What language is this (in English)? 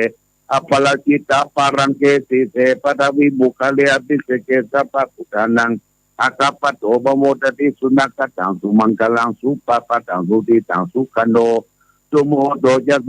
Pali